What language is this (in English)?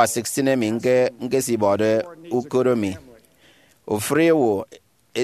Efik